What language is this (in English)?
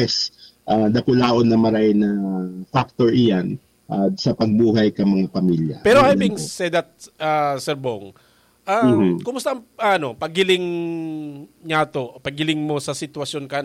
Bikol